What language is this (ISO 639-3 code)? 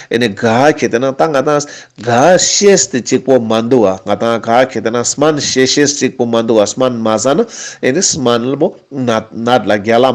lbj